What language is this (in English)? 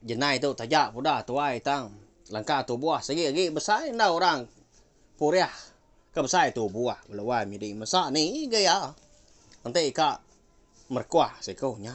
Iban